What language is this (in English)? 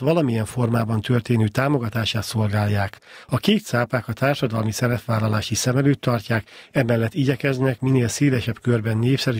Hungarian